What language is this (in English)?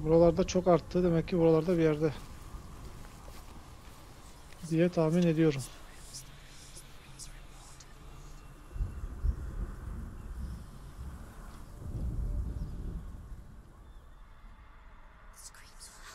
Turkish